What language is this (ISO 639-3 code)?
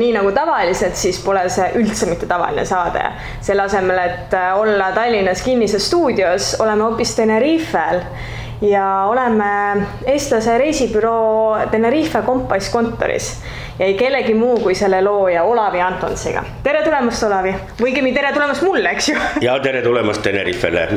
est